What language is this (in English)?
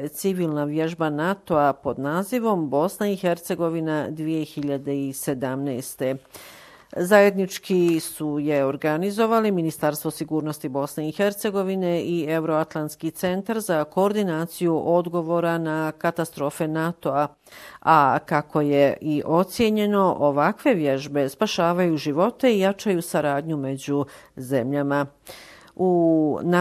Bosnian